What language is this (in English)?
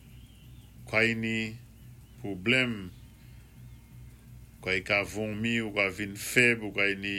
Saint Lucian Creole French